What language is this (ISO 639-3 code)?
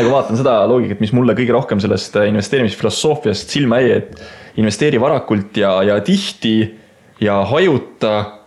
est